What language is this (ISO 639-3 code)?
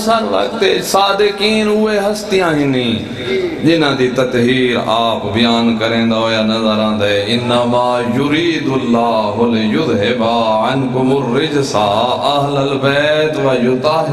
skr